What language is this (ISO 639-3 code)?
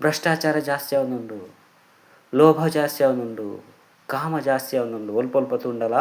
tcy